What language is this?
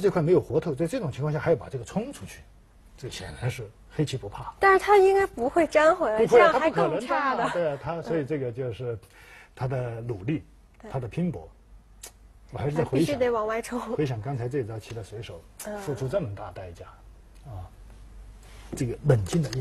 Chinese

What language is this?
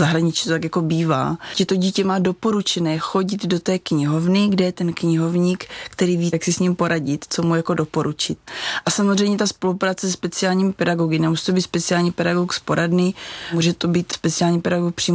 Czech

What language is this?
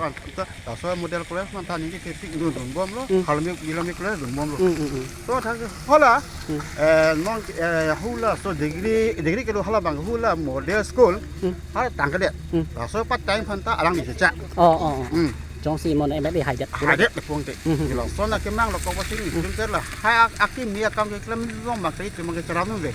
Karbi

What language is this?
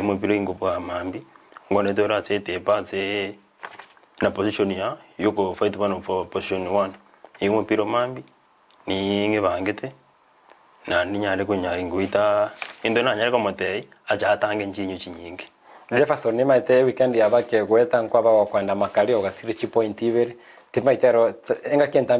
Gusii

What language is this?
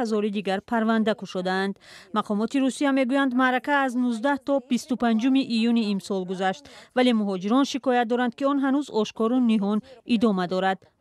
Tajik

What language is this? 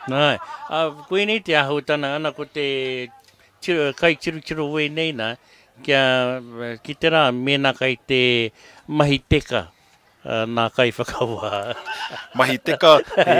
Māori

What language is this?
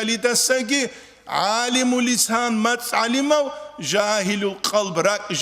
Avaric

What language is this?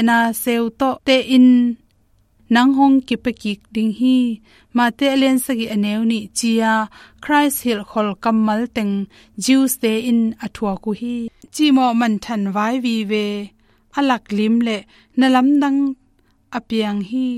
Tedim Chin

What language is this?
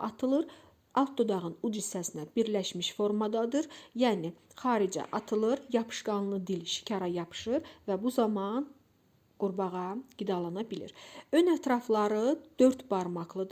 Azerbaijani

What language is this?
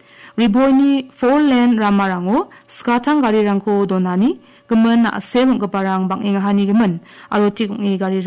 Garo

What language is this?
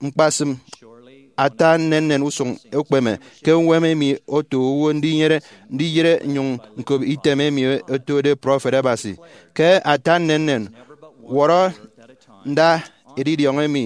Efik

